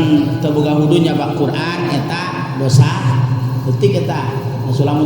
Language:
Sundanese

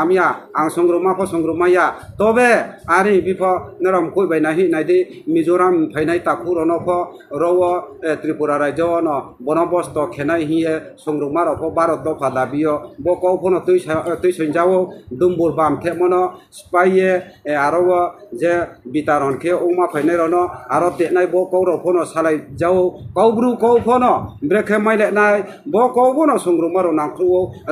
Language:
Riang (India)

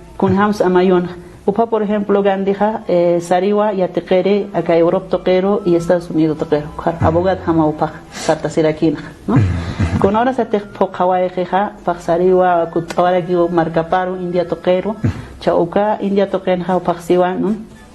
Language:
Aymara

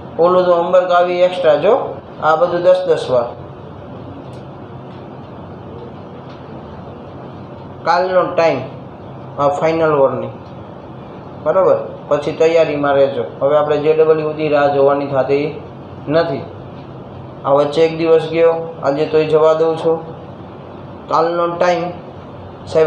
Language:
Gujarati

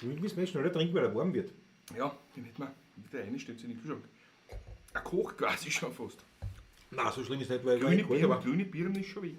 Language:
Bavarian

